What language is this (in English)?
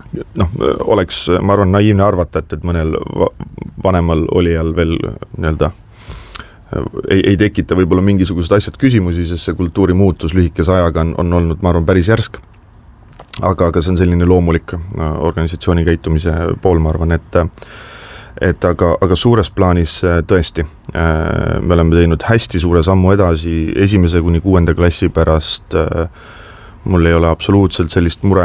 Estonian